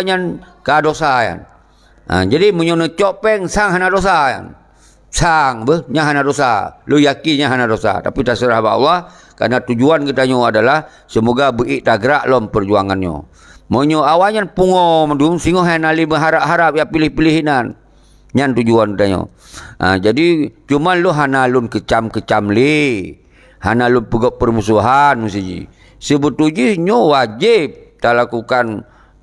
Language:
Achinese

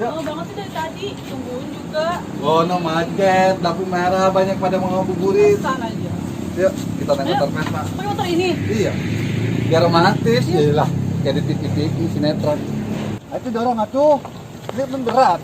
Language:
Betawi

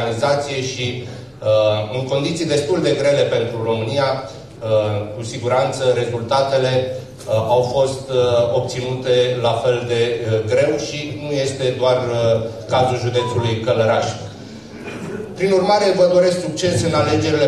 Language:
Romanian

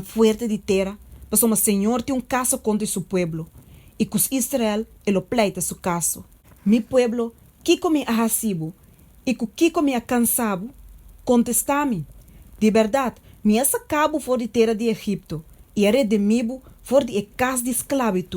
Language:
Papiamento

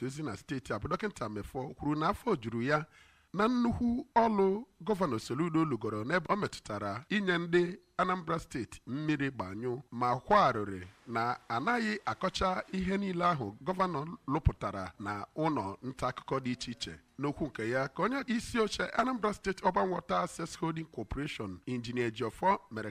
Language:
Igbo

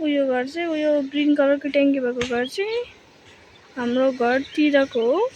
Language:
Nepali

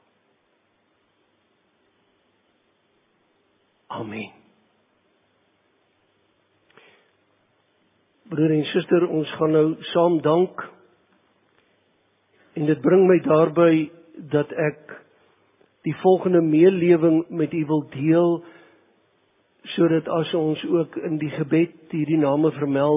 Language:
Afrikaans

